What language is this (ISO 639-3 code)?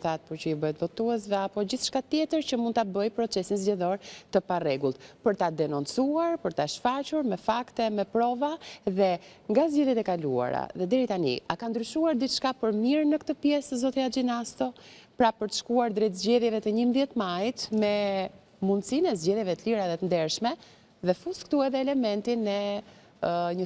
sqi